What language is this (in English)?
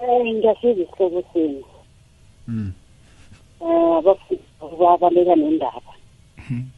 South Ndebele